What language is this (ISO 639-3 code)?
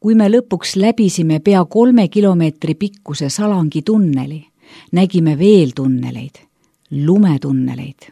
est